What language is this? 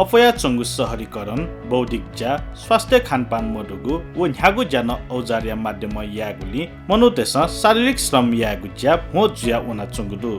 Newari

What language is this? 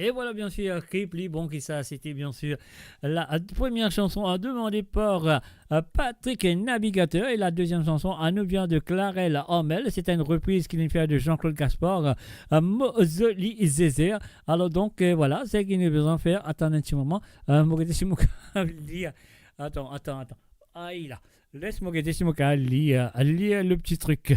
Morisyen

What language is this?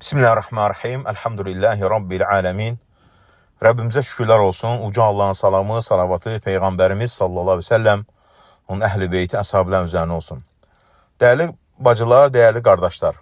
Azerbaijani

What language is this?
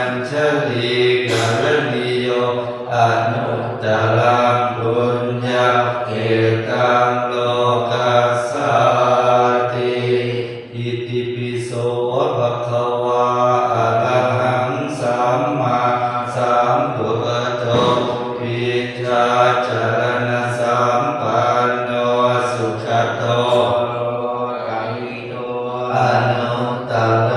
Pali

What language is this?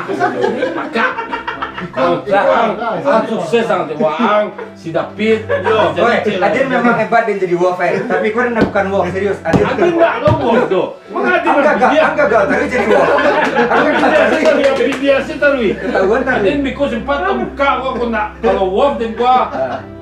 Minangkabau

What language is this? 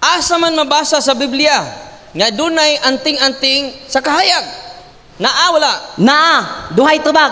Cebuano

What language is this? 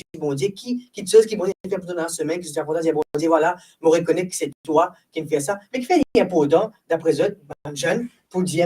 Morisyen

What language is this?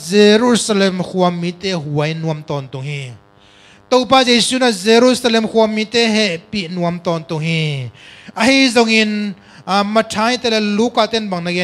Tedim Chin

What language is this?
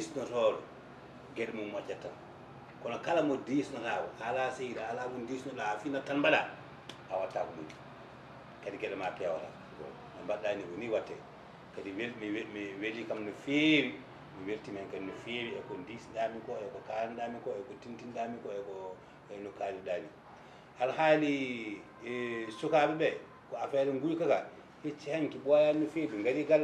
Fula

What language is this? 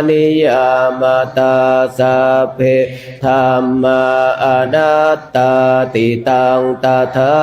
Pali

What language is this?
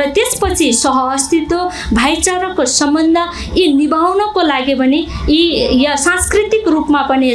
Nepali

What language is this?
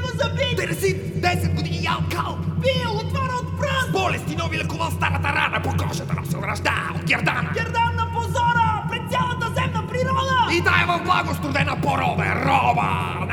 Bulgarian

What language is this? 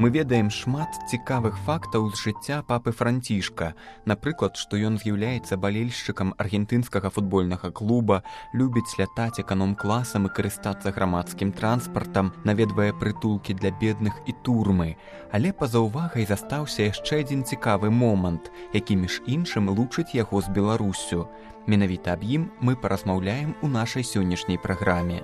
Belarusian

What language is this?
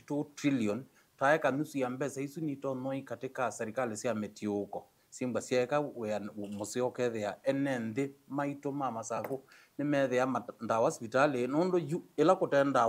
Kamba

